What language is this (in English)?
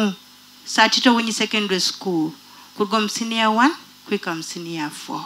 Nyoro